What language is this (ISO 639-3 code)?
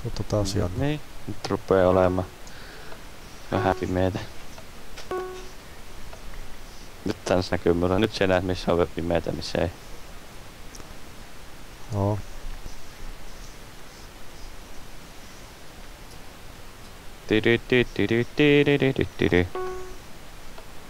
fin